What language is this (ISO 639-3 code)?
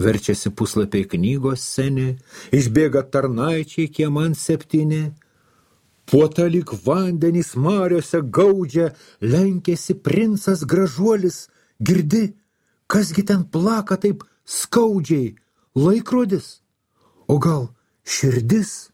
lit